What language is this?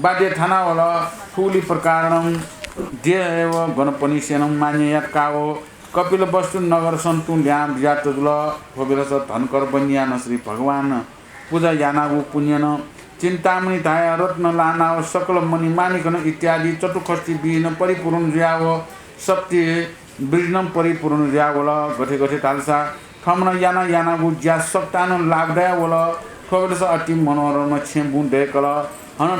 Newari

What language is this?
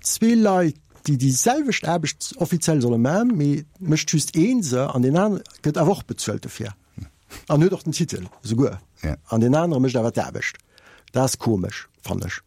Luxembourgish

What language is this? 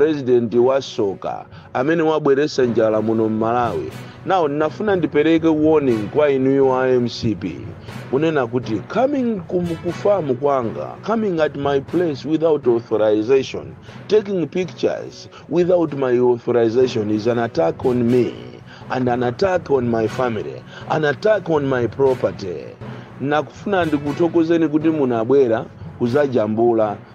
Nyanja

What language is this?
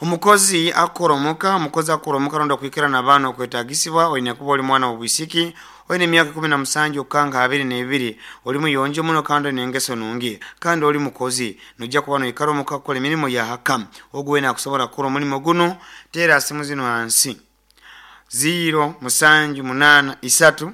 Nyoro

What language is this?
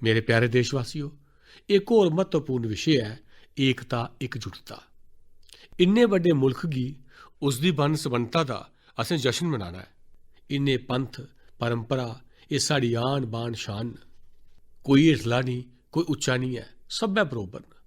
Dogri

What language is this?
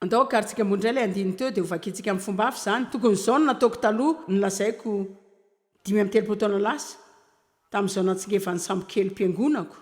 Malagasy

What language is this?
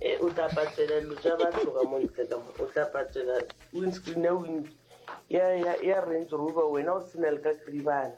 Northern Sotho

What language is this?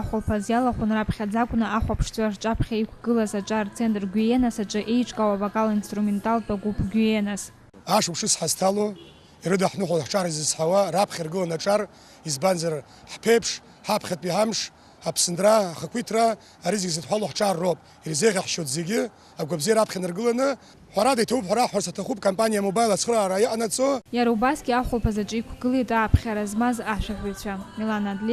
Abkhazian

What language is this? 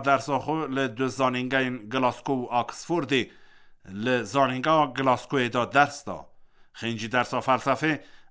Kurdish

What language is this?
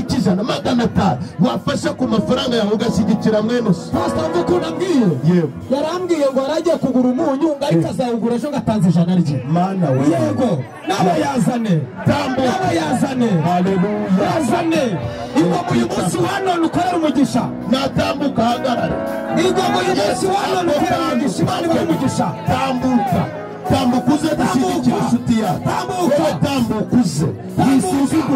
Kinyarwanda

